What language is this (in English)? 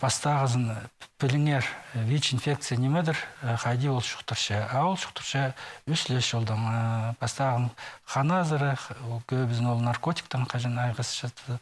Khakas